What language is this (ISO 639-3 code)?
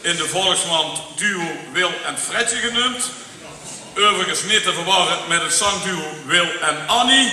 lim